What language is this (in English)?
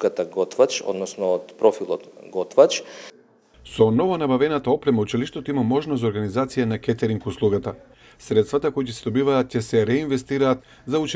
Macedonian